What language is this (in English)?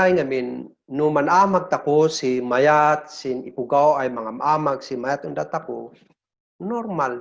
Kankanaey